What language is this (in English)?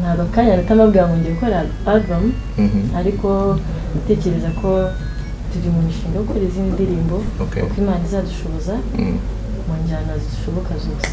Kinyarwanda